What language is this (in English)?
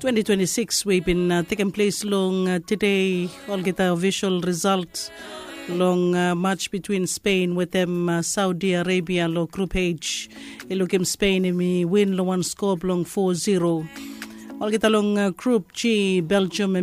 Bislama